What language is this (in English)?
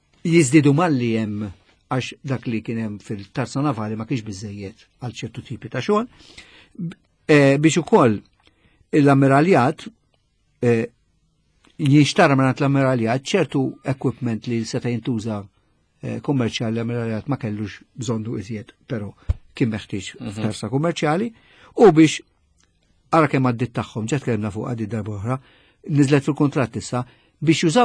Maltese